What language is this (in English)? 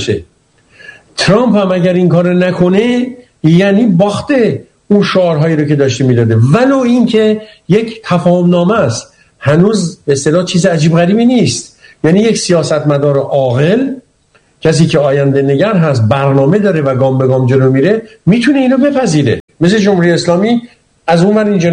Persian